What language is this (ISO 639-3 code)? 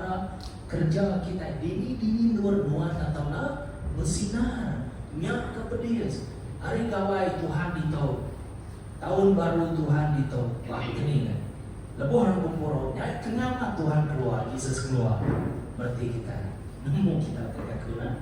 iba